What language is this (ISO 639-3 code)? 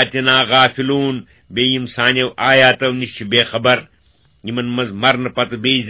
kas